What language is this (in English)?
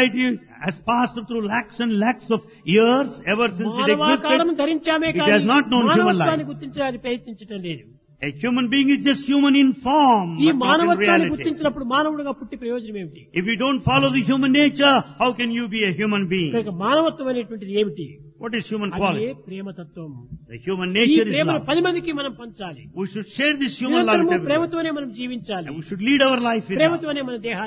Telugu